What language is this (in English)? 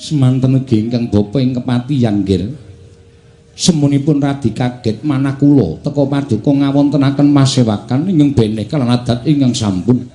Javanese